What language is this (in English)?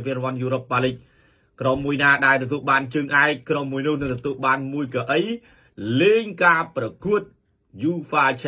Khmer